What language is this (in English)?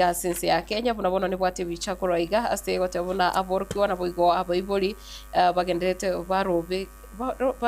Gusii